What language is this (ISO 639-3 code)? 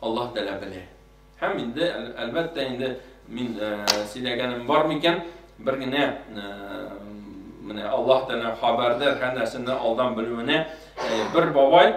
tat